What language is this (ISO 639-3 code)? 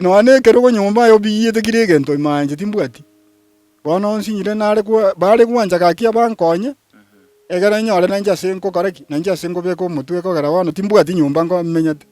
guz